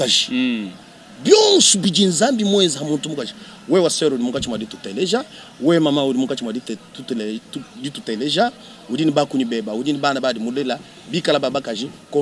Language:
Luba-Lulua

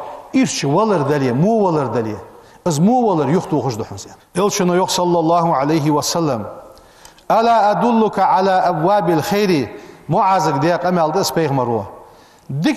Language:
Ingush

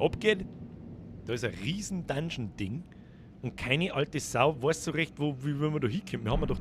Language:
Bavarian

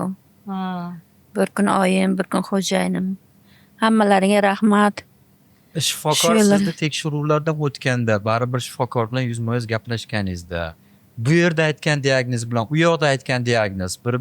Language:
Uzbek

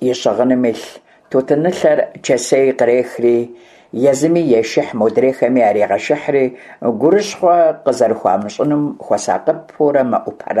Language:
Kabardian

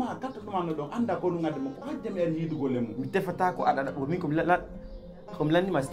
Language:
Pular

